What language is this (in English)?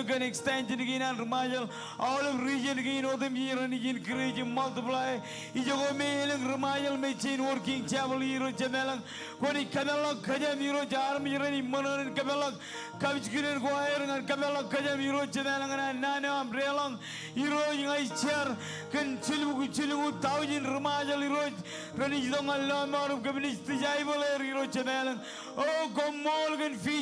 Marshallese